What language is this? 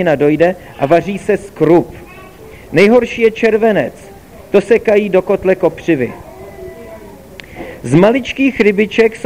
Czech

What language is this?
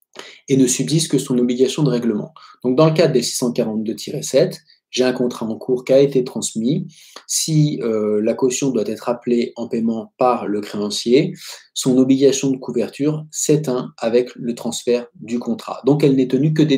French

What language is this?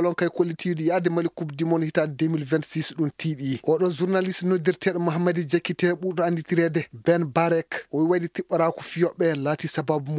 Fula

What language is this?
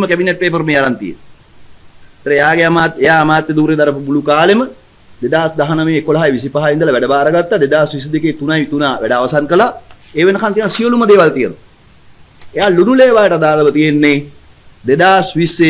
Sinhala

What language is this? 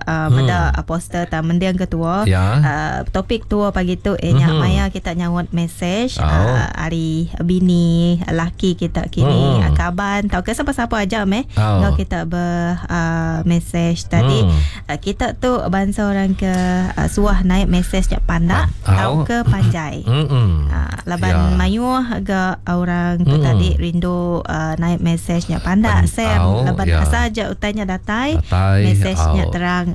Iban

